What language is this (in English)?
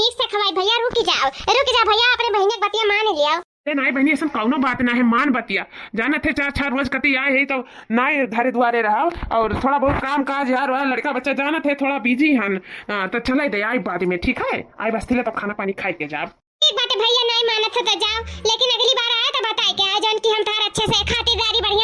Awadhi